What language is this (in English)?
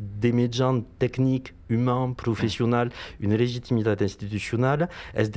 Occitan